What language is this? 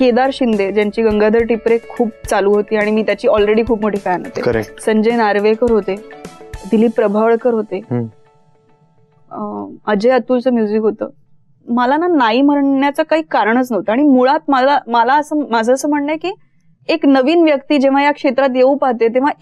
Marathi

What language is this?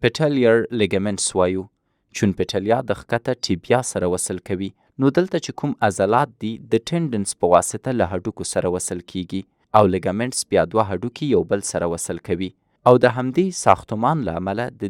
Pashto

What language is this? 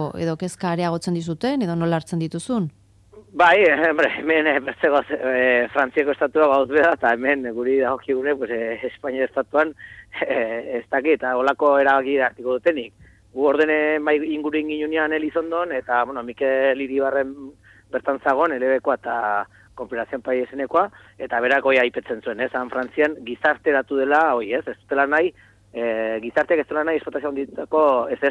Basque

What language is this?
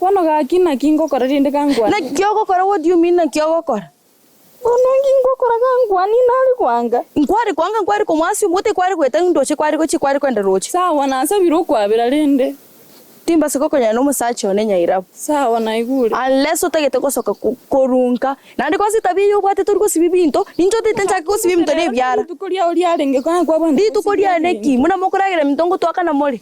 Gusii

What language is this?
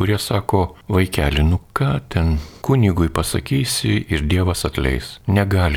Lithuanian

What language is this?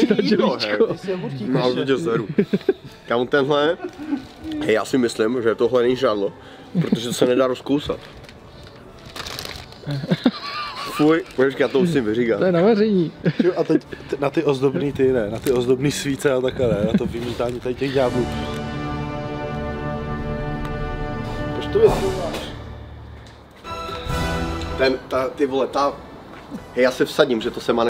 Czech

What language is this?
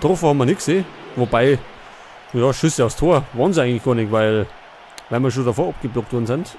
Bavarian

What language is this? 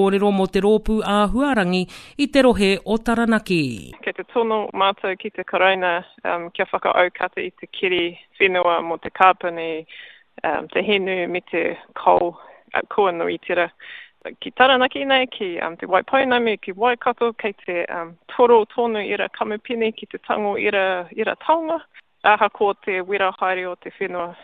Māori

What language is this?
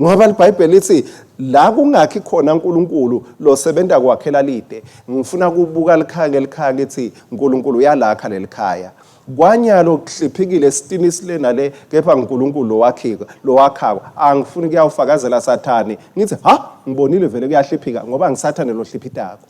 Swati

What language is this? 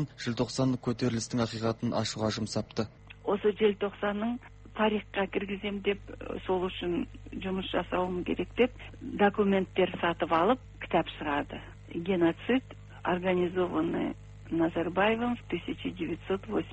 Kazakh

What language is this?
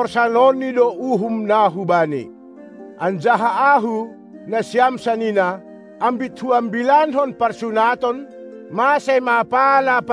Batak Simalungun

